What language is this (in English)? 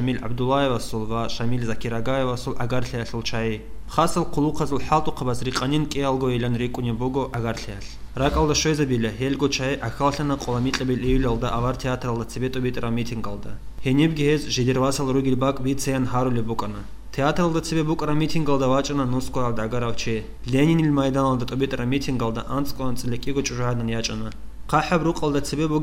Avaric